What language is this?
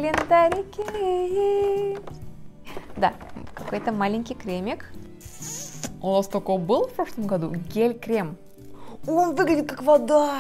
Russian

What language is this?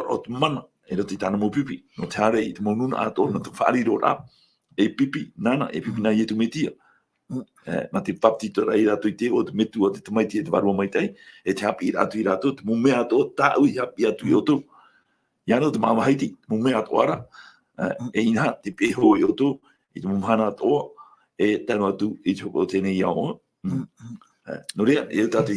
Tahitian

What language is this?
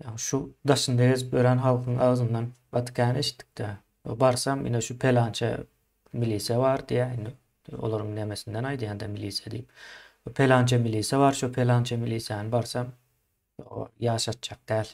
Turkmen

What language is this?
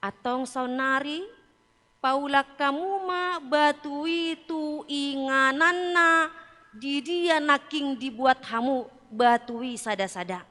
Batak Toba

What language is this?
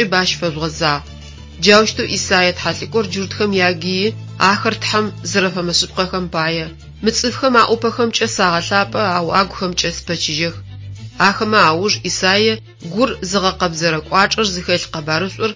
Adyghe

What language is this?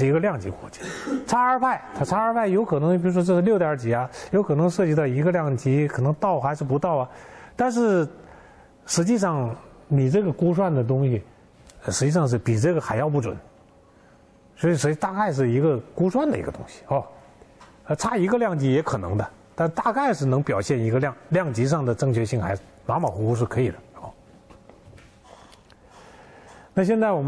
Chinese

